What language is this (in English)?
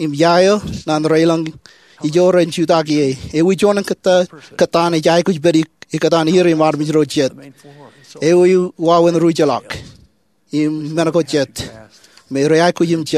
Marshallese